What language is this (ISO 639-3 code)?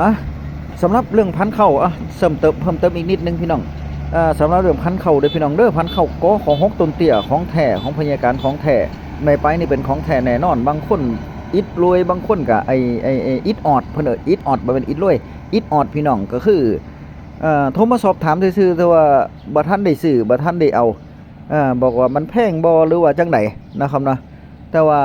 tts